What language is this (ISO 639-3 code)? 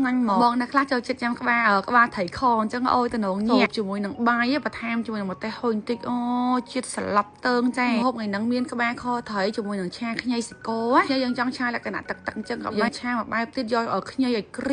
khm